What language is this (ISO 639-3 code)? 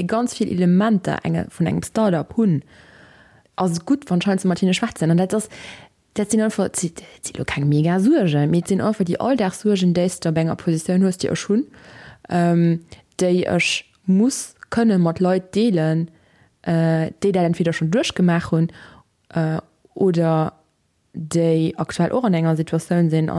ltz